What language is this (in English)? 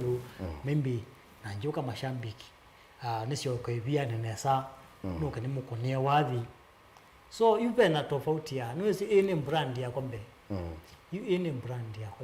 Kamba